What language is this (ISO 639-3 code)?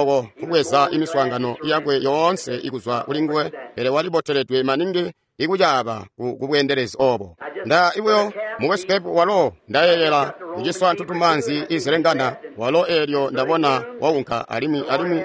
toi